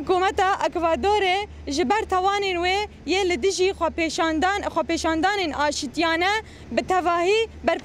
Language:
Kurdish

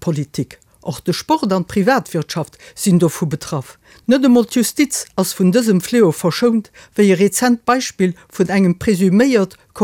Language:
Luxembourgish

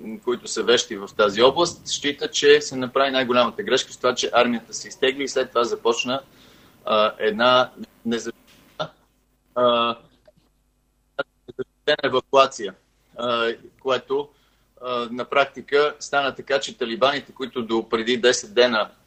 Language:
Bulgarian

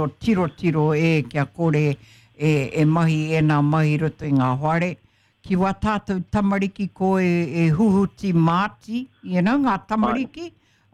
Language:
Māori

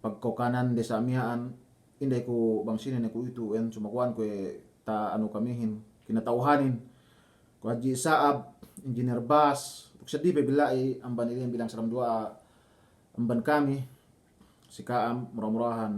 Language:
Yakan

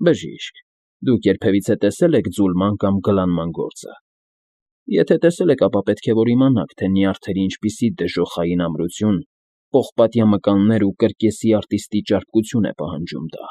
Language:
Armenian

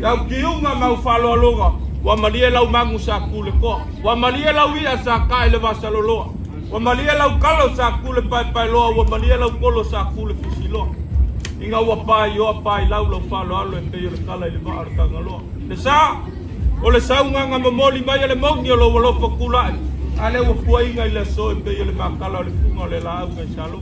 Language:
Samoan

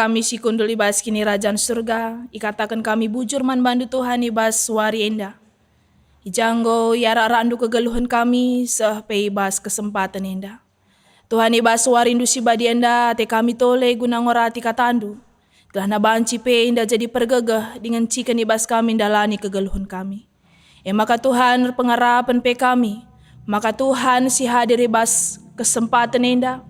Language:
Batak Karo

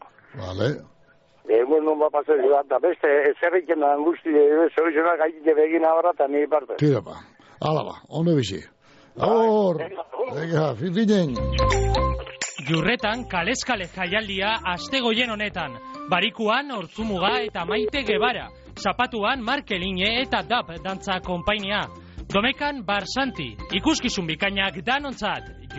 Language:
Basque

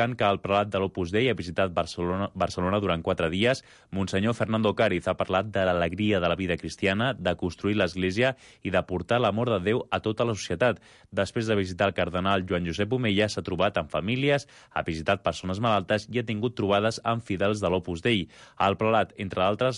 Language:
Catalan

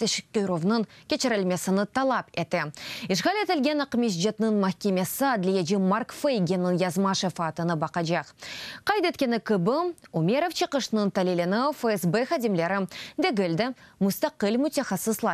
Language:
Crimean Tatar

